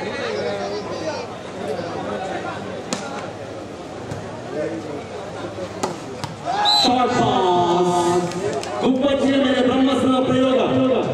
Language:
Kannada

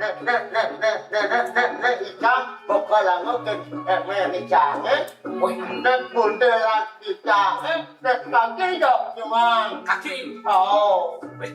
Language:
Balinese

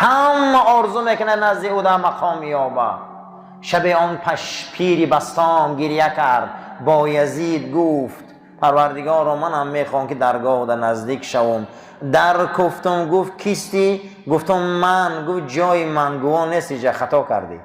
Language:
Tajik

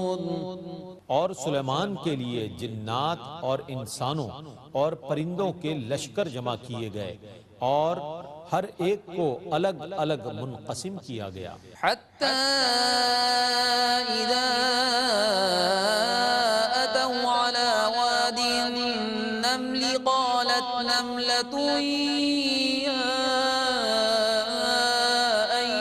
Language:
Urdu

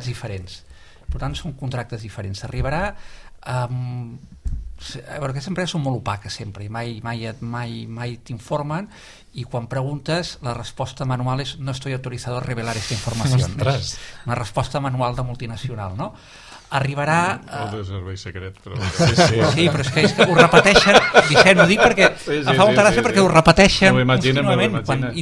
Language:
Catalan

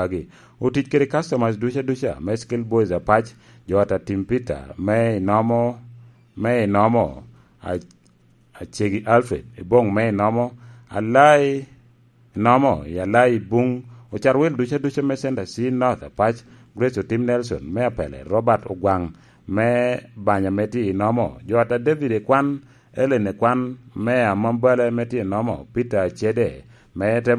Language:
Lango (Uganda)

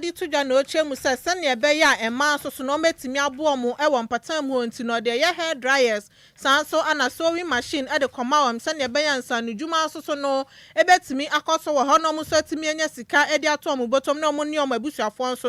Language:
Akan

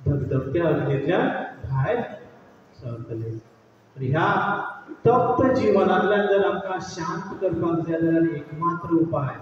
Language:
Konkani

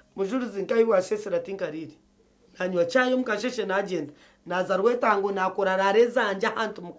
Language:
Nyankole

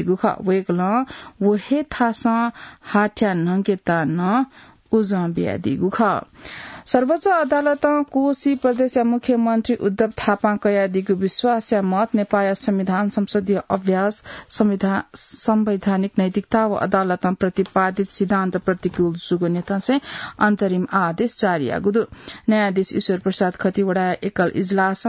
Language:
Newari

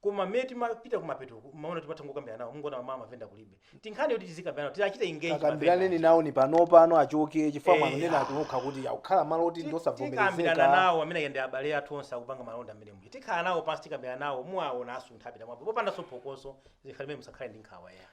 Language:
Nyanja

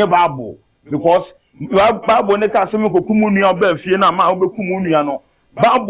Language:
Akan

